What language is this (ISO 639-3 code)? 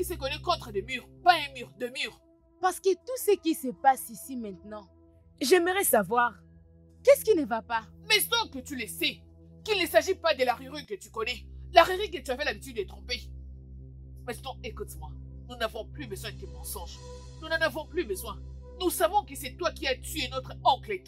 fra